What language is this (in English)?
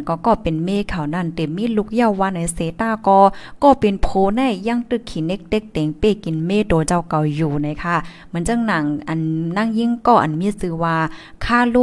Thai